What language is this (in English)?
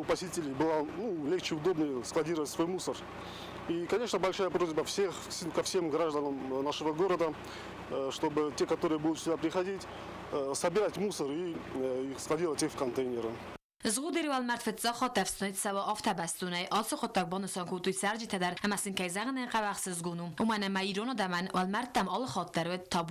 Ossetic